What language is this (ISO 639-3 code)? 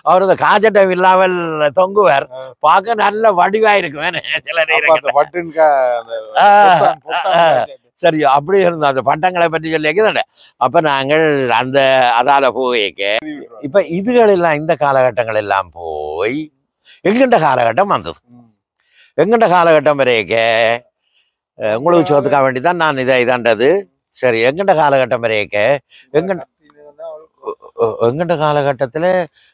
tam